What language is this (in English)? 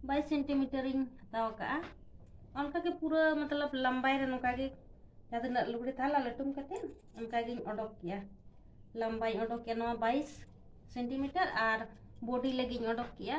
Santali